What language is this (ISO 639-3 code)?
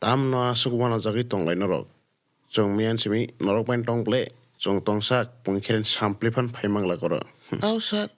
trp